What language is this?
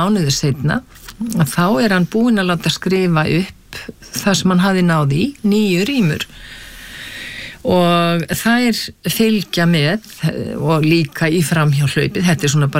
Icelandic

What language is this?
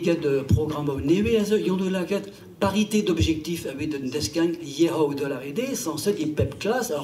Breton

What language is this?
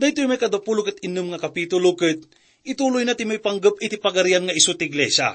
Iloko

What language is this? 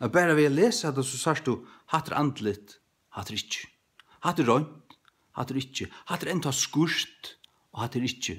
Faroese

